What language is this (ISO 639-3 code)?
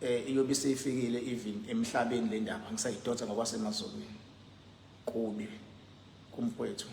zul